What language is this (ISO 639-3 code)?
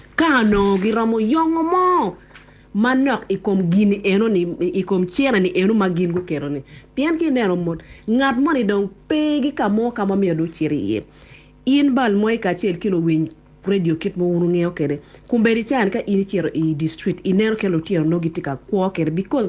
ach